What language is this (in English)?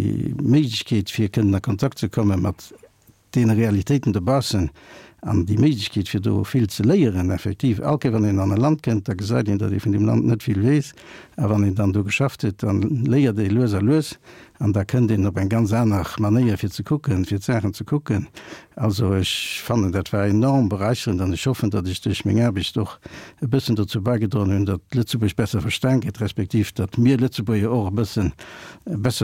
Luxembourgish